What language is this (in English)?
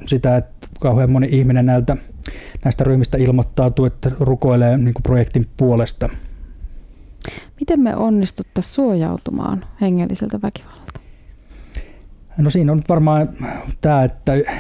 Finnish